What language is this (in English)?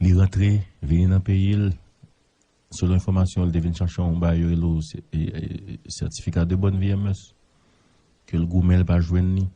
Haitian Creole